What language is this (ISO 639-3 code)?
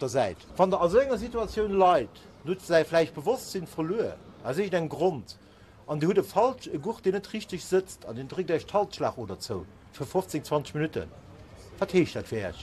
ltz